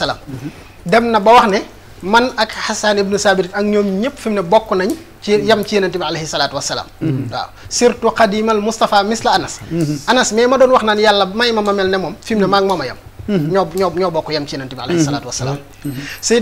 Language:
Wolof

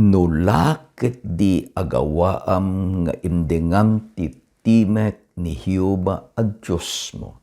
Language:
Iloko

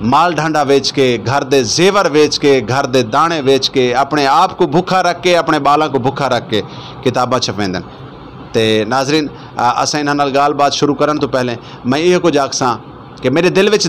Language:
Saraiki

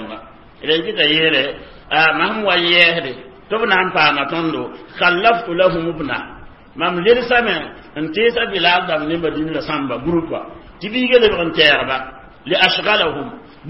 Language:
Mossi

